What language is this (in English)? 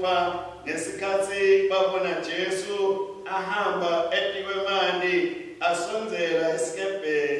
Swati